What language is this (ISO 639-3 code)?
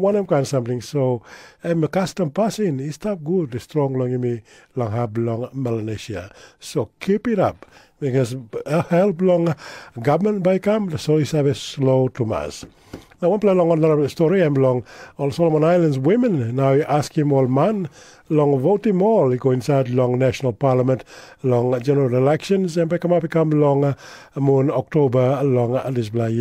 tpi